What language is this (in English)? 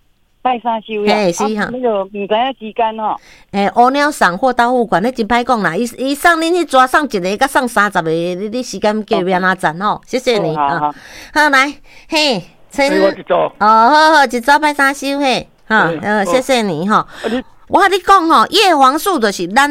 Min Nan Chinese